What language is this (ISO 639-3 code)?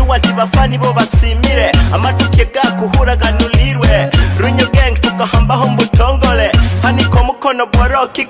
nyo